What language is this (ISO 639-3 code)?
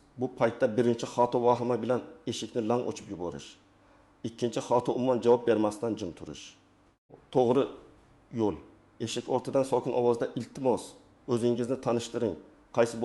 uzb